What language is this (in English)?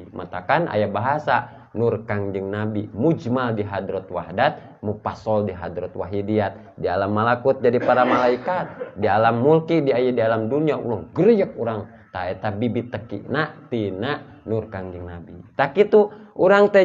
Sundanese